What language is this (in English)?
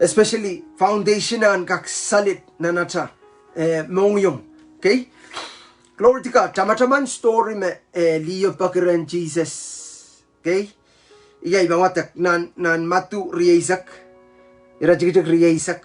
Pohnpeian